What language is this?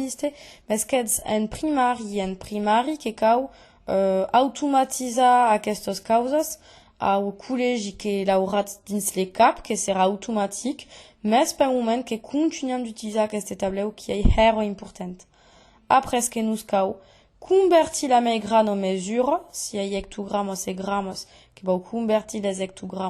Occitan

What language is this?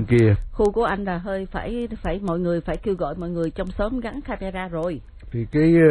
Vietnamese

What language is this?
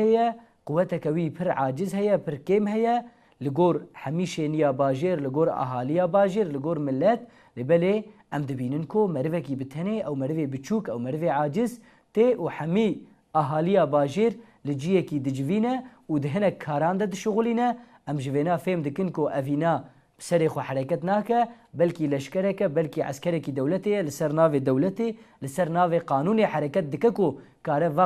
Kurdish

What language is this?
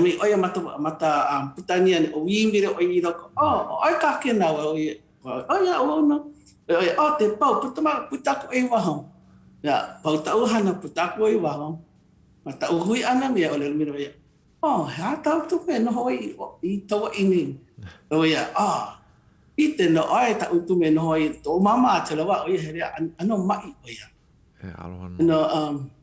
Hawaiian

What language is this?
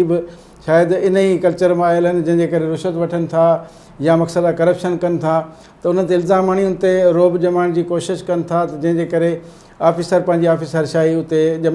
Sindhi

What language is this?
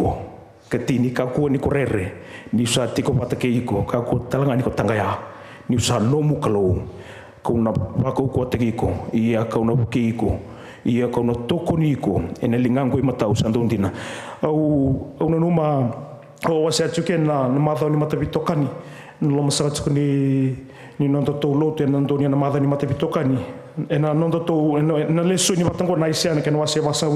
Fijian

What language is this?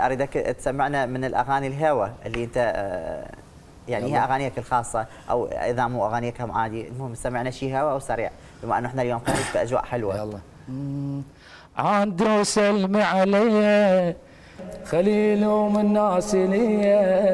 Mesopotamian Arabic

